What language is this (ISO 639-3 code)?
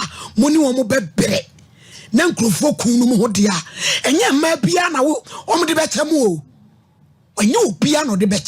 aka